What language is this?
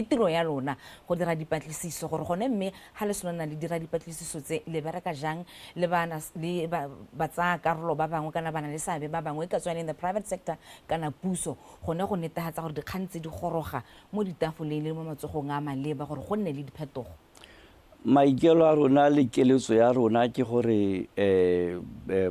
Tswana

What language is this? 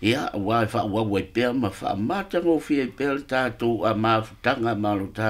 Samoan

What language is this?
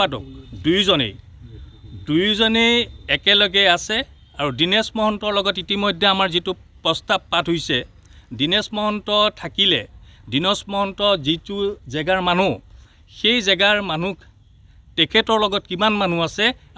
Assamese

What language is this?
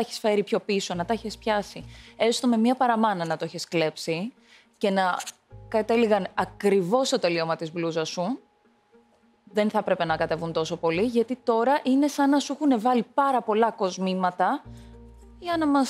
Greek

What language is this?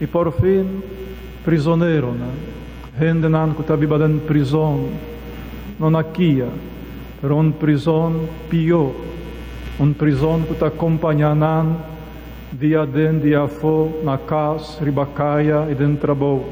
Papiamento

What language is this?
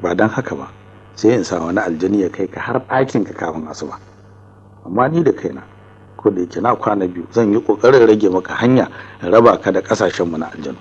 Hausa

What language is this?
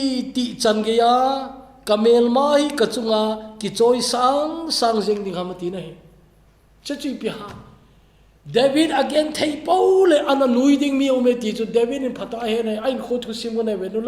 Thado Chin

